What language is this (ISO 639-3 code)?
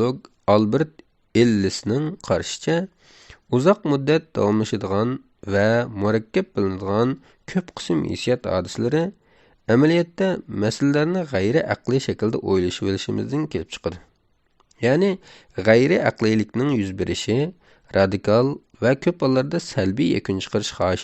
uig